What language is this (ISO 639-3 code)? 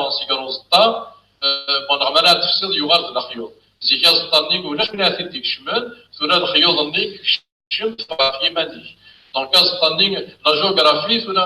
kab